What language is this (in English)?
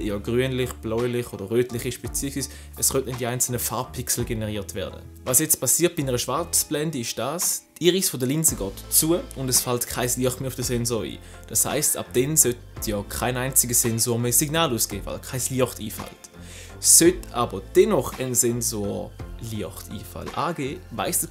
Swiss German